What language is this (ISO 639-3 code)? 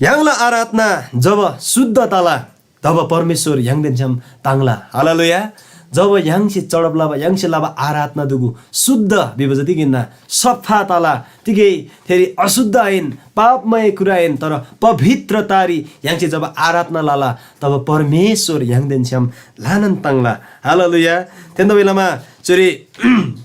taj